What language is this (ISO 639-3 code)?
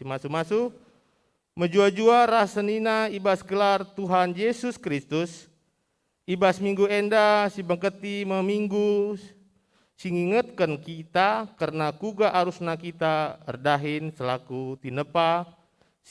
btx